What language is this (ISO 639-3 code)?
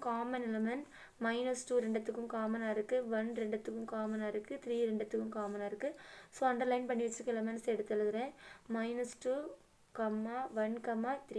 tam